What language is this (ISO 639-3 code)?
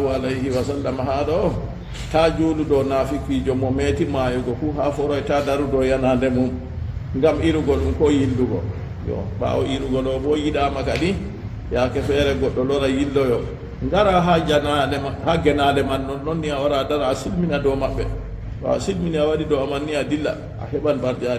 ful